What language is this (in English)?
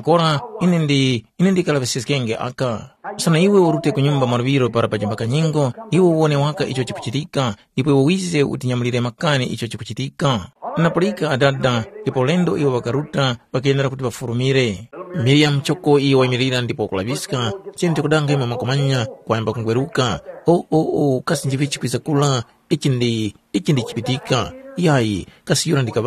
Tumbuka